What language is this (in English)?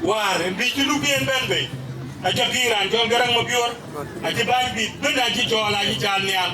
Dinka